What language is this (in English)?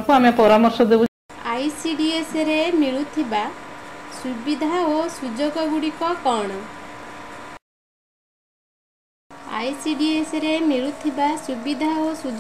Odia